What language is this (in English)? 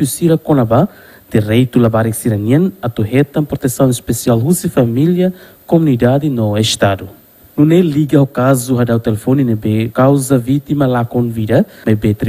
Tetum